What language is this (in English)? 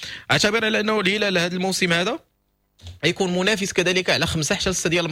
Moroccan Arabic